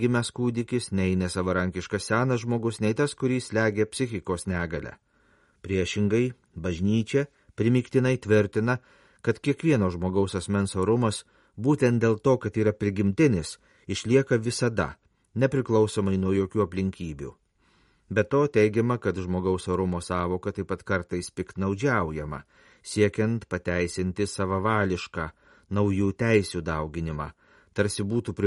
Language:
Lithuanian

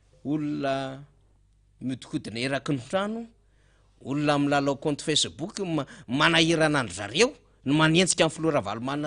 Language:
Malagasy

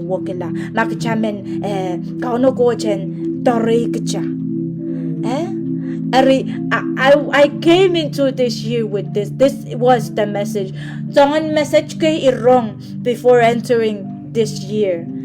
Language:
Pohnpeian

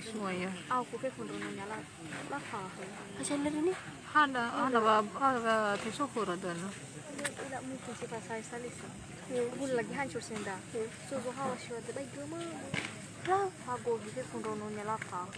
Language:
Nias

